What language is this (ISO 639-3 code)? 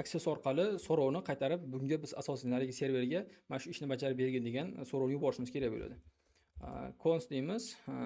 uzb